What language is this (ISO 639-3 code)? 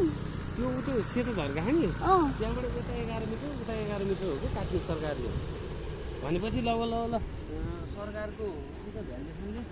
nep